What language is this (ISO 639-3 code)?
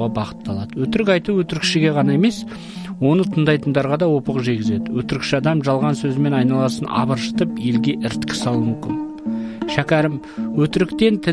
kaz